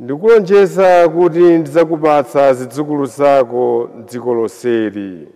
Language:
Nyanja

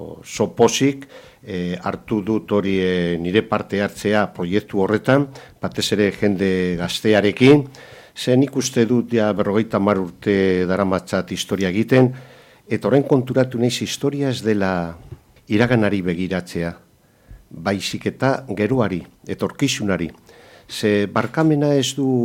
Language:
Basque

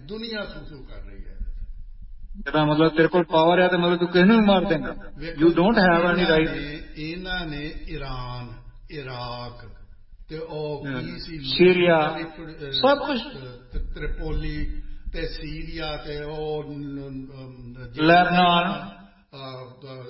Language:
Punjabi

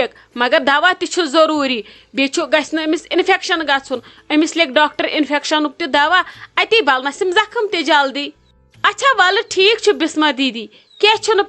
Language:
Kashmiri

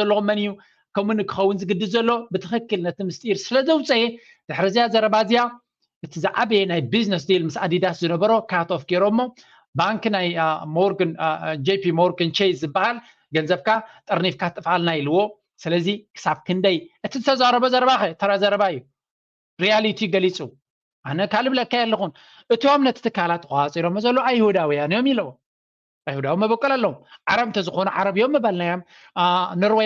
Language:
Tigrinya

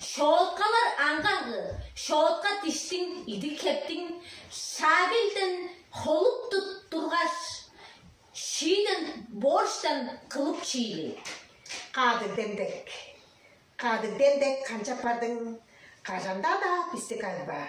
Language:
Tuvinian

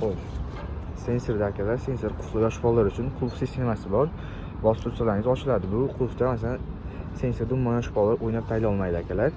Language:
Uzbek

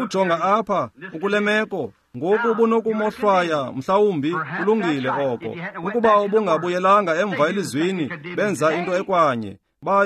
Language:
Xhosa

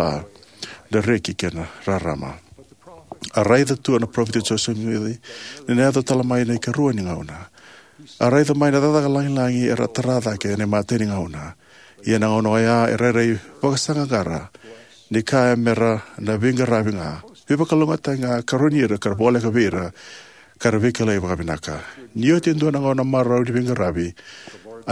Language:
Fijian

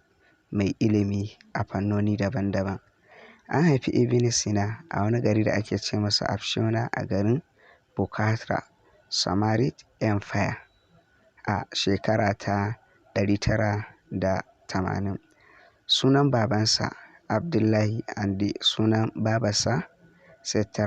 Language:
Hausa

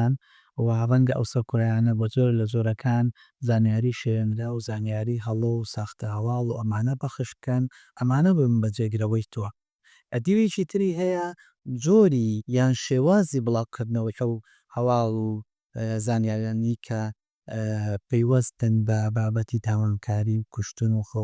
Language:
Central Kurdish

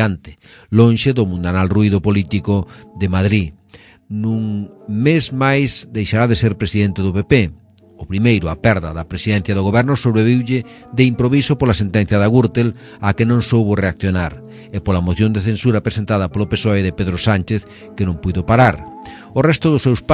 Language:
Galician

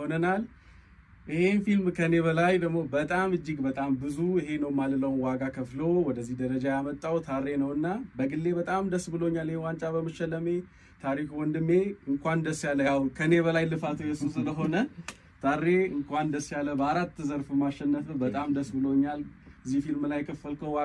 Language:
Amharic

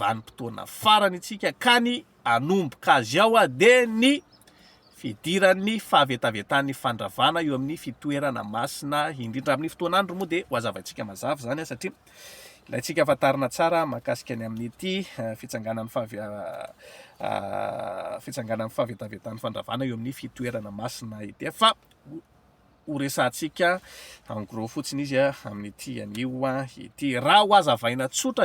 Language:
Malagasy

